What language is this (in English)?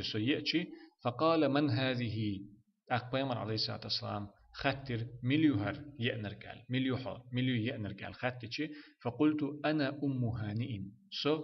Chechen